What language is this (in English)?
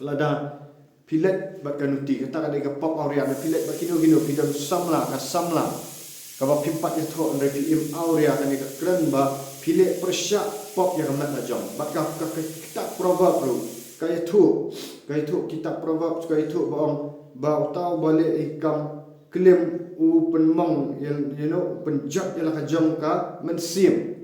Khasi